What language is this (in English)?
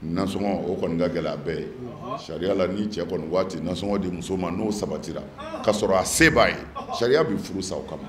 Bambara